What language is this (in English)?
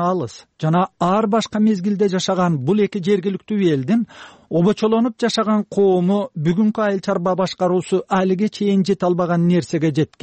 Kyrgyz